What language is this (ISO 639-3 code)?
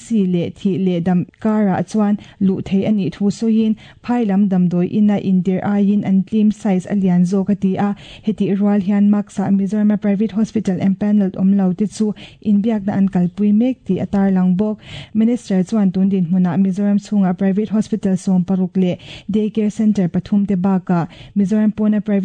lus